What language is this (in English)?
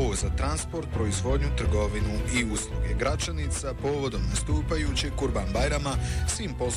Bosnian